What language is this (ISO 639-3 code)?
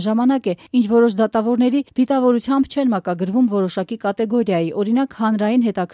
hye